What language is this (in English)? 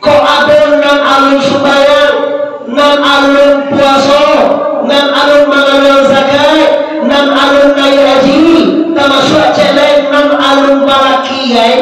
Minangkabau